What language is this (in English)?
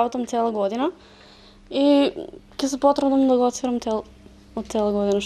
Macedonian